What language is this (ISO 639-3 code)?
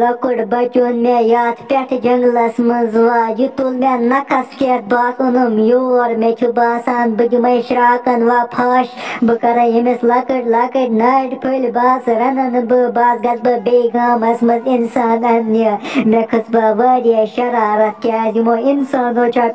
kas